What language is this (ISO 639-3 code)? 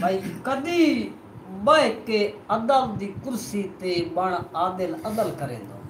skr